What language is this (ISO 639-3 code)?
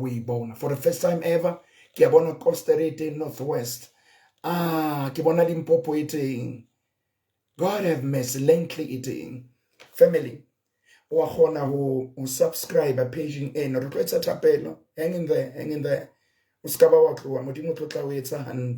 sot